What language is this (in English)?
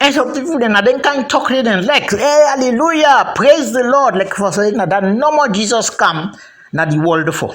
Krio